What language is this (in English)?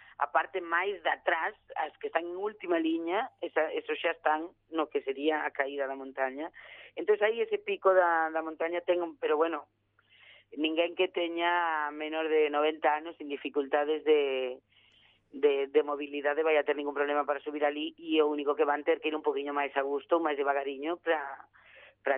Galician